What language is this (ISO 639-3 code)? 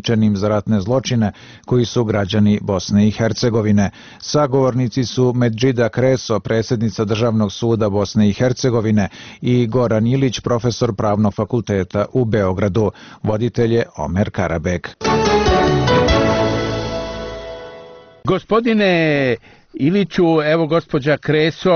bos